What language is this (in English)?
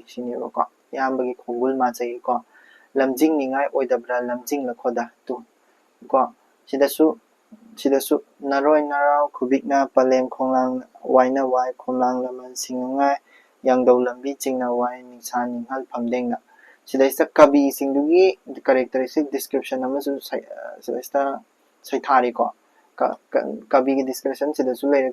Manipuri